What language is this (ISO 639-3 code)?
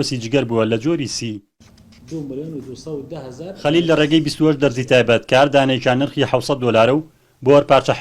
ckb